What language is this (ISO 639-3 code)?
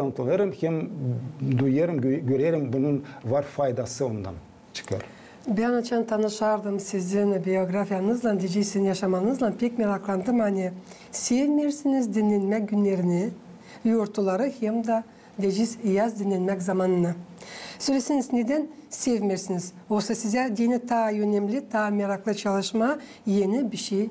gag